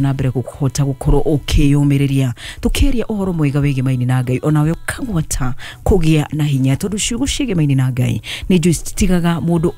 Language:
Kikuyu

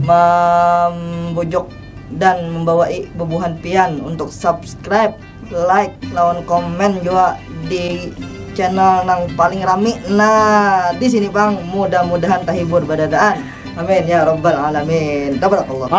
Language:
Banjar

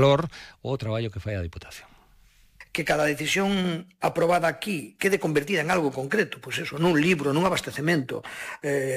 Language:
Galician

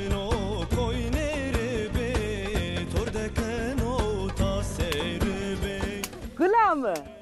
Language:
Zaza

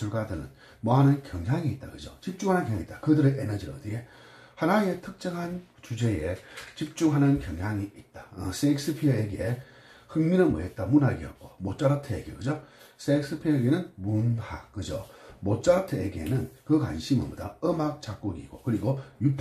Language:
Korean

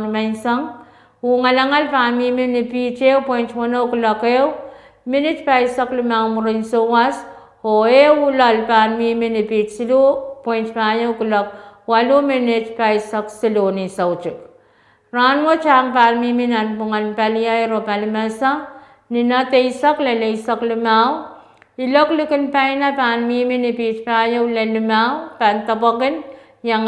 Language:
Pohnpeian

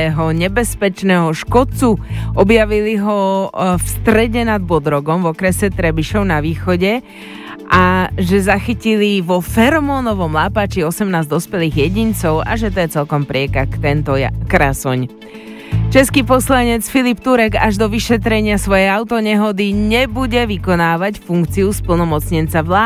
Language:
Slovak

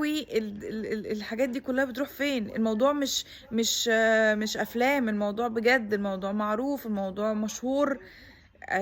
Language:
Egyptian Arabic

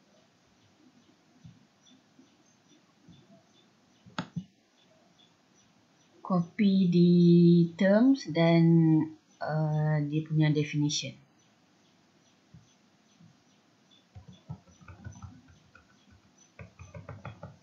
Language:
Malay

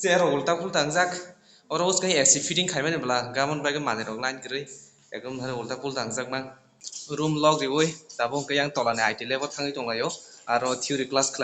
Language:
Kok Borok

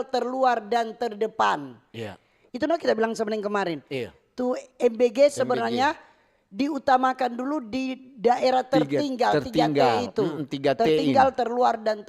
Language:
Manado Malay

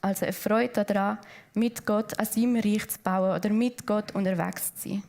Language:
Swiss German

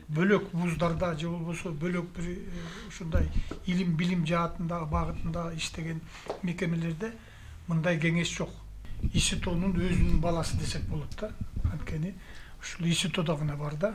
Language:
Kyrgyz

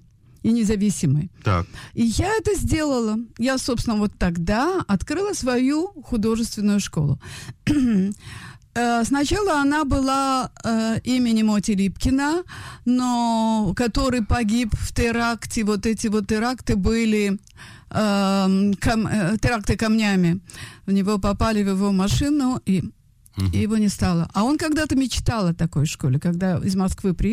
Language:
Russian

